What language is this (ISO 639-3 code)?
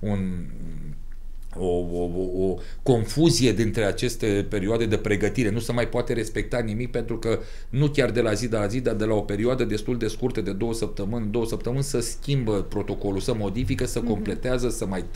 ron